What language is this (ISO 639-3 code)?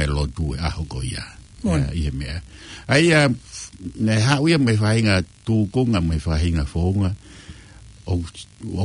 ton